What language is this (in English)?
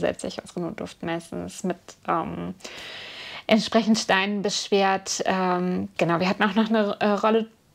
German